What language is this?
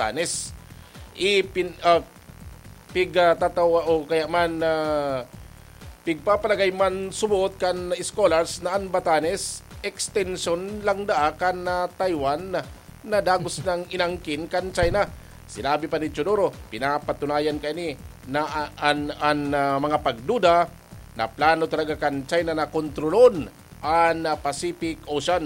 Bikol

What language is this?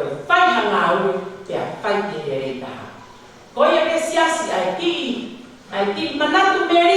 Tongan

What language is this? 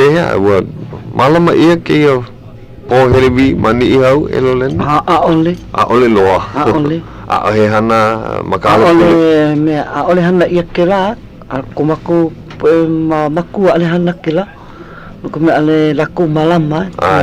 Hawaiian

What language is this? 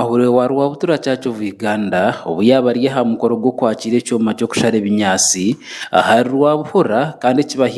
Nyankole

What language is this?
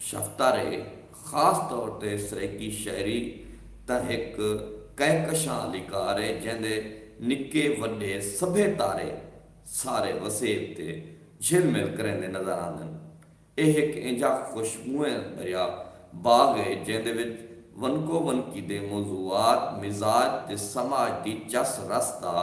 Saraiki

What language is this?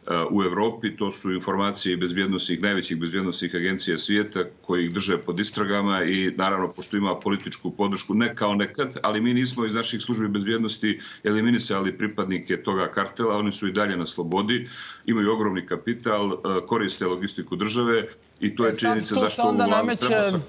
Serbian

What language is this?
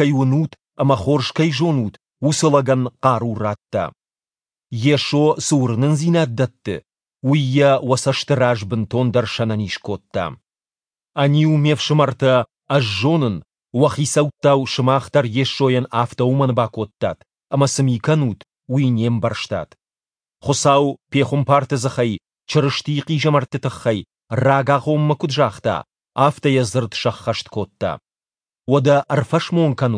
Ossetic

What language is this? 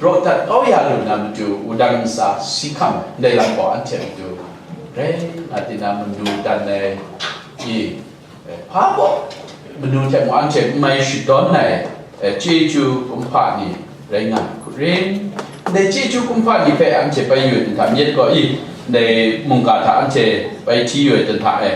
Kachin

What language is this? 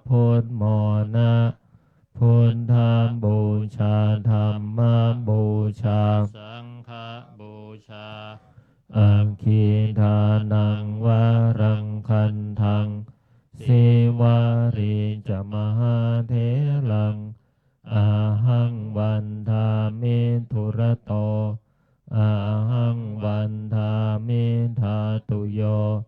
Pali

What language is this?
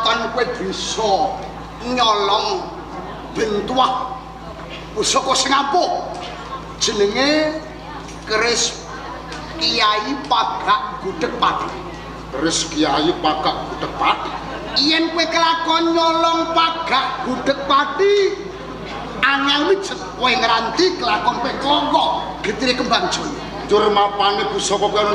Javanese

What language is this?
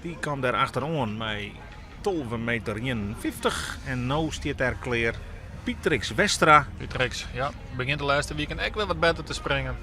Western Frisian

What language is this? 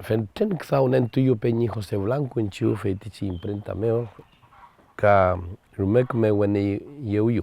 Mapuche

